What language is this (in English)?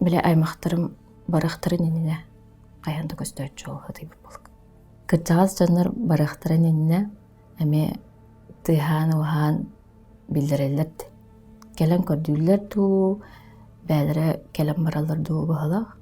Yakut